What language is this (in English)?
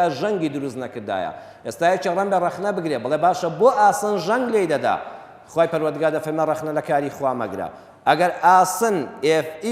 Central Kurdish